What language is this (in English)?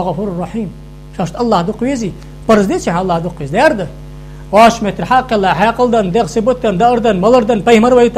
Ingush